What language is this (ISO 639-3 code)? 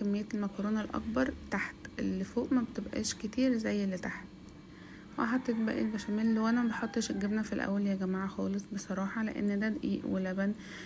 arz